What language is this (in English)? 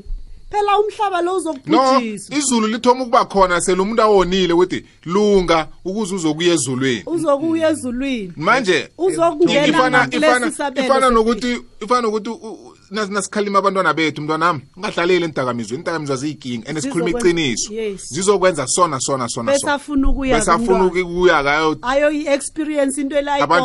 South Ndebele